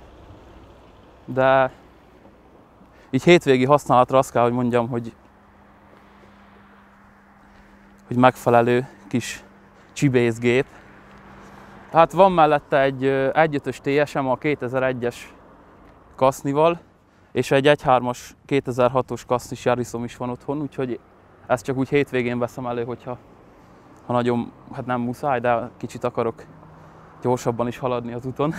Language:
Hungarian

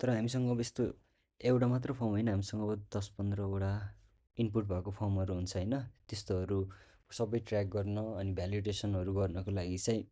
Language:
Nepali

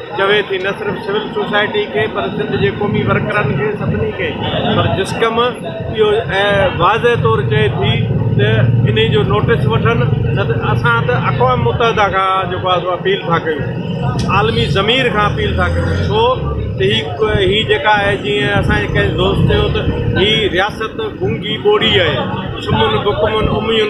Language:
Sindhi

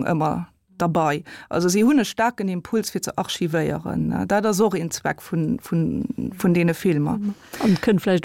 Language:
Luxembourgish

